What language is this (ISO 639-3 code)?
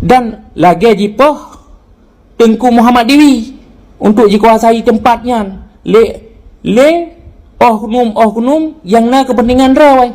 ace